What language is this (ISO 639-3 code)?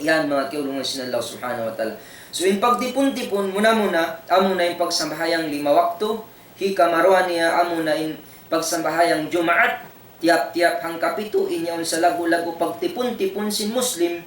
tsg